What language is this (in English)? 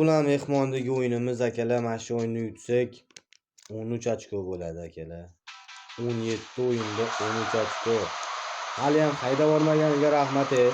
Uzbek